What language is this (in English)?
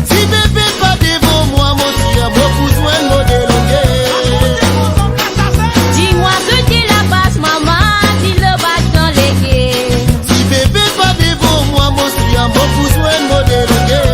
Morisyen